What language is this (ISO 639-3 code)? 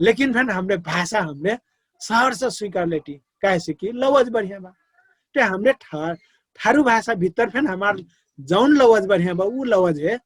thl